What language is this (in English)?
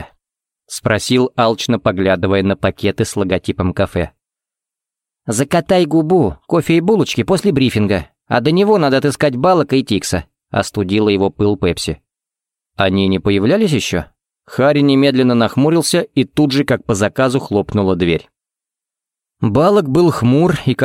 Russian